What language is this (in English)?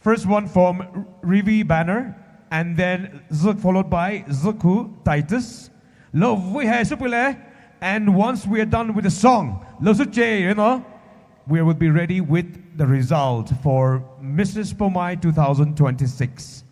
Poumei Naga